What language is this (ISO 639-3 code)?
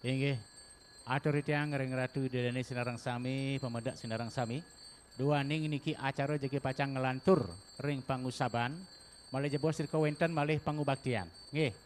ban